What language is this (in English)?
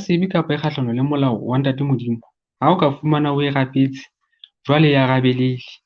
Southern Sotho